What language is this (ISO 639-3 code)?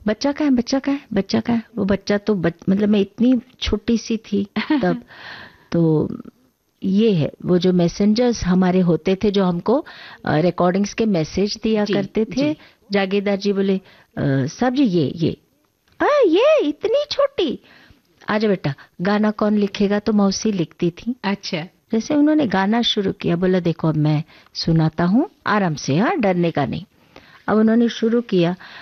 hin